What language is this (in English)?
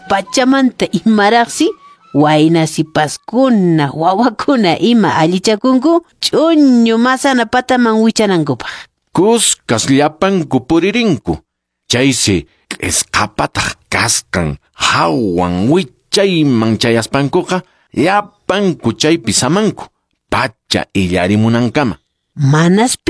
Quechua